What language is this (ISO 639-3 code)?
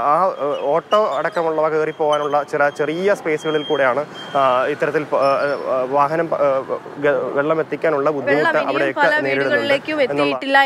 mal